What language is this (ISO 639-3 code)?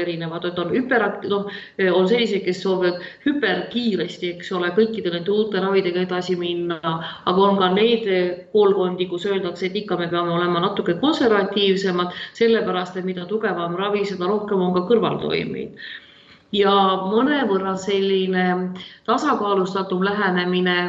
est